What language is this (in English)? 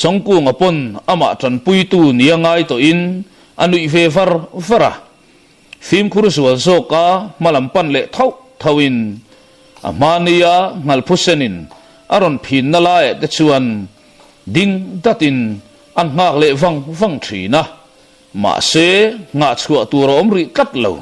Mizo